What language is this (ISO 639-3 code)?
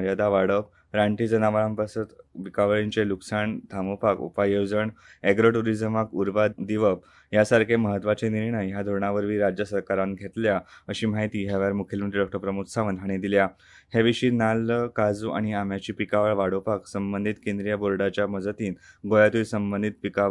kok